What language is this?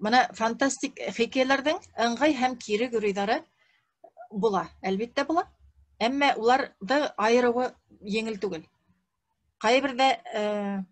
Bashkir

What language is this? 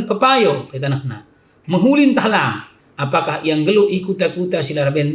Batak Karo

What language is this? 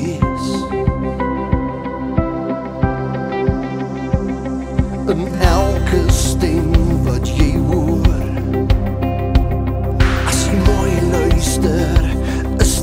Afrikaans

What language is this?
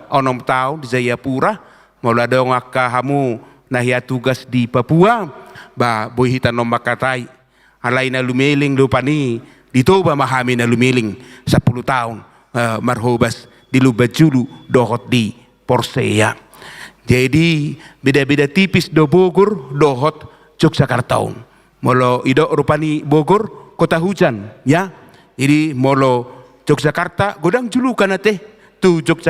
Batak Toba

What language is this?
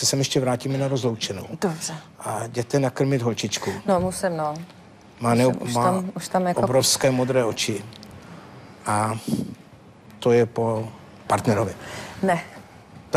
Czech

